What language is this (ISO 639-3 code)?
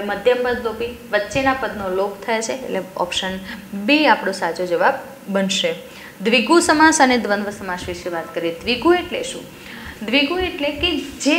guj